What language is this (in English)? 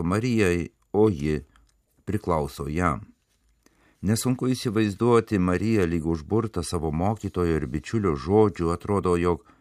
Lithuanian